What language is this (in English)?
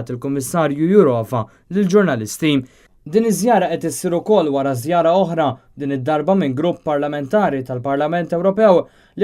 Maltese